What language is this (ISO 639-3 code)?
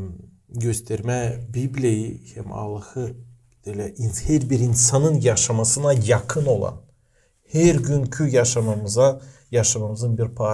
gag